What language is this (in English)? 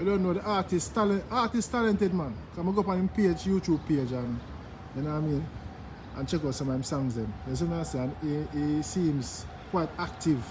Jamaican Creole English